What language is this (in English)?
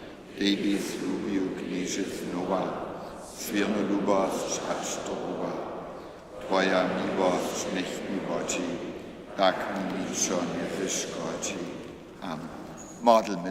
Upper Sorbian